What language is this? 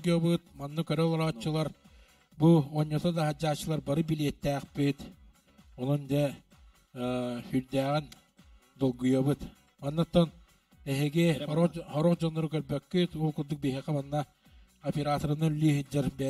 Yakut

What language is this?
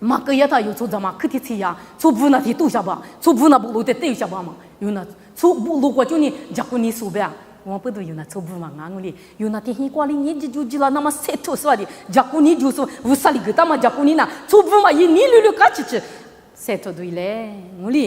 Lisu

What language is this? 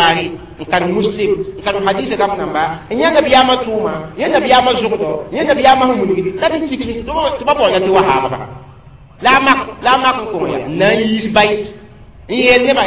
Mossi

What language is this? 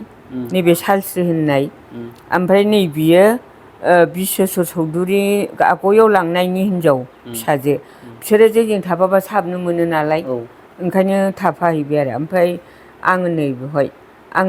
Bodo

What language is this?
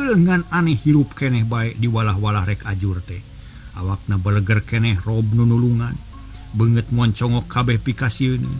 Sundanese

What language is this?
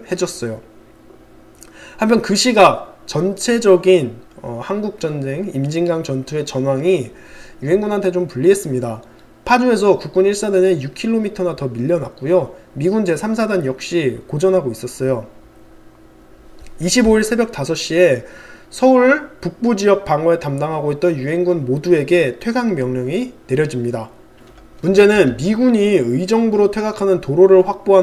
Korean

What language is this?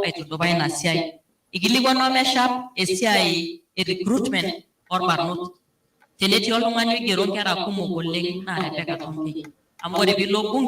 Masai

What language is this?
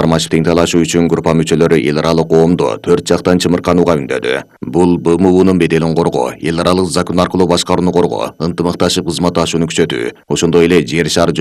Kyrgyz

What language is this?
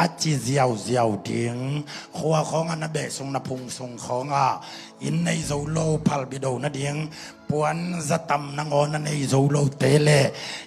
Tedim Chin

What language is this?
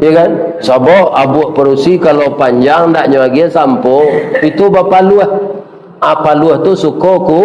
Minangkabau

